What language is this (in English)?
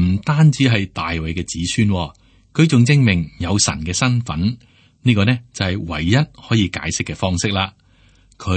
Cantonese